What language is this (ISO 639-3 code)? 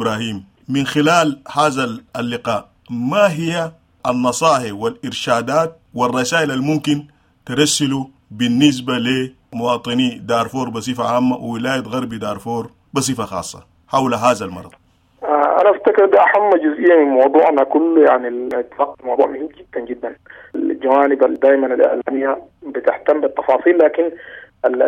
apd